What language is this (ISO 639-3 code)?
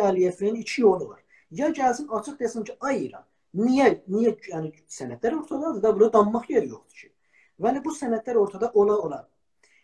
azb